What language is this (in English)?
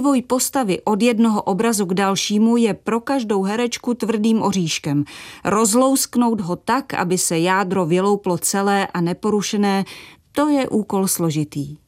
Czech